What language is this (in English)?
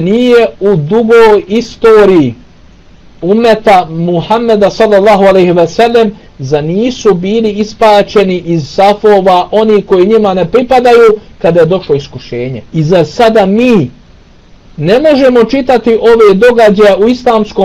Bosnian